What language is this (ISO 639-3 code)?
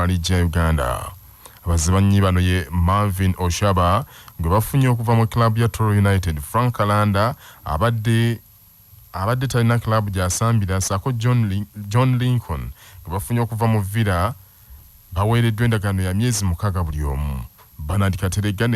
lug